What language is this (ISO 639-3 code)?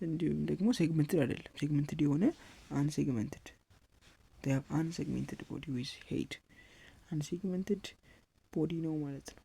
amh